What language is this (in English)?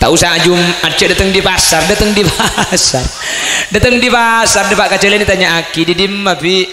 Madurese